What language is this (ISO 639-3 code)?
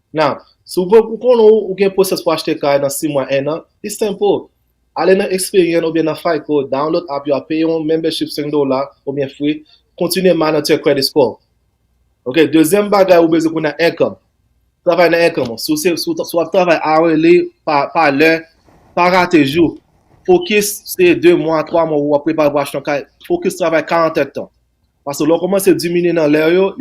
hat